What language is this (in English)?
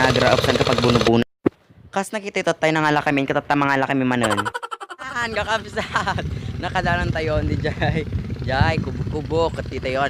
Iloko